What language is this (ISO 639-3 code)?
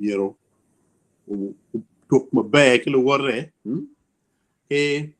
ach